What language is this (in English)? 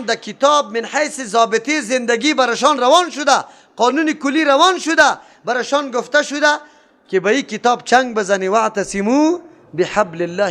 Persian